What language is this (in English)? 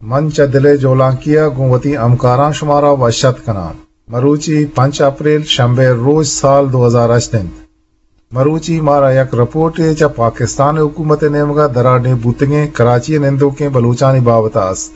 Eastern Balochi